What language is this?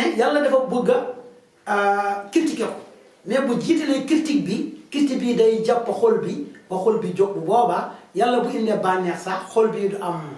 Wolof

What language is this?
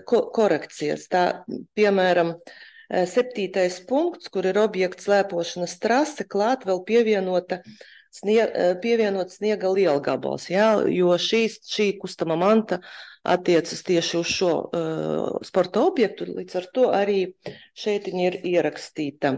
Latvian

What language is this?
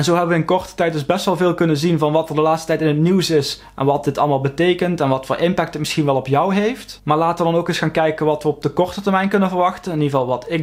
Dutch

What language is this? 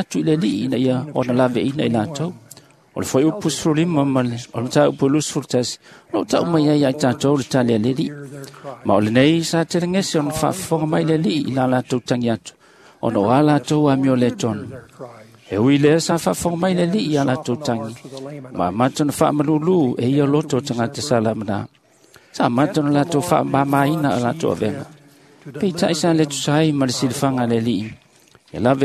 Samoan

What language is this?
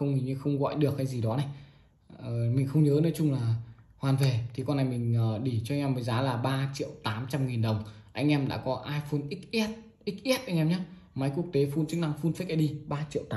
Vietnamese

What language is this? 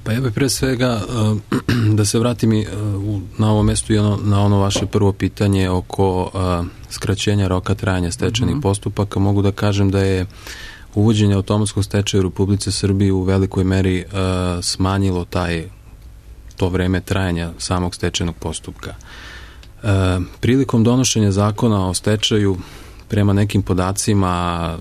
Serbian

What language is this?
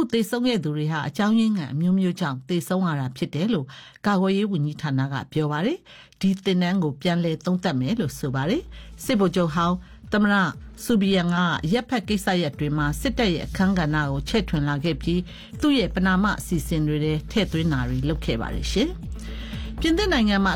Burmese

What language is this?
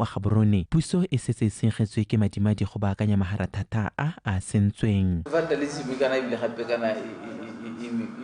Tswana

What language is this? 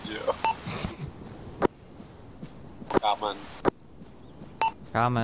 Czech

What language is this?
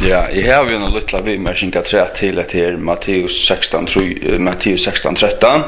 Faroese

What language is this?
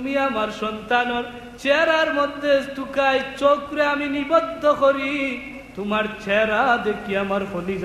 Sylheti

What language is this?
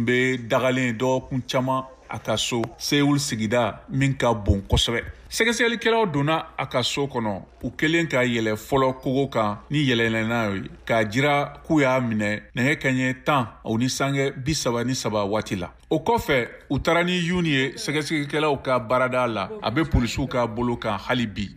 Bambara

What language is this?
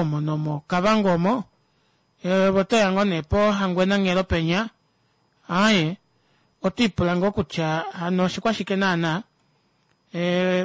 Kuanyama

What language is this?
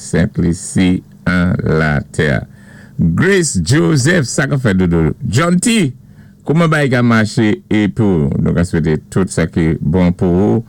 Saint Lucian Creole French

